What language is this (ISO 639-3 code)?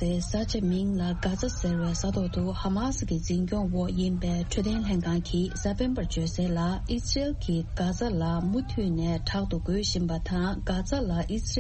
bod